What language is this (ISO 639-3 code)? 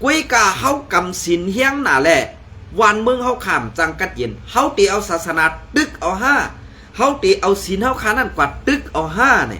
shn